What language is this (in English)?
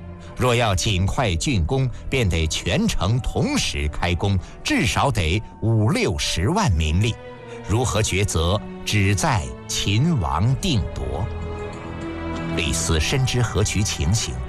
Chinese